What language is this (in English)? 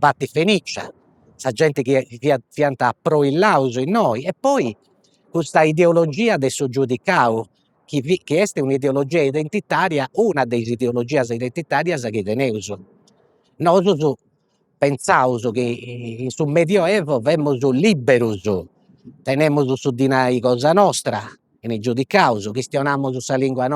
Sardinian